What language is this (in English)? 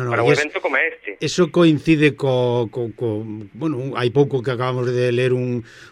Galician